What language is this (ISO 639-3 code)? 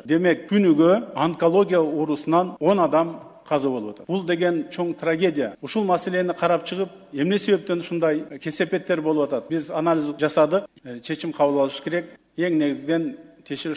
kir